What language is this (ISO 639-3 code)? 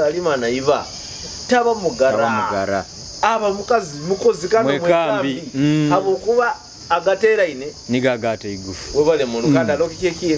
nyo